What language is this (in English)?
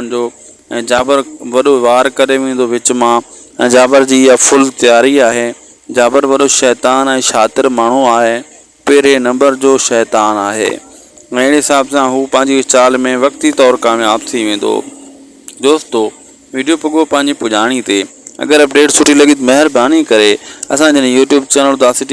Sindhi